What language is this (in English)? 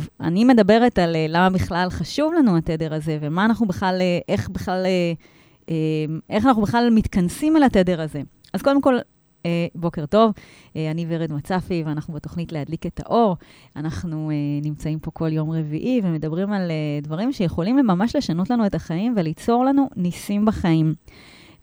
Hebrew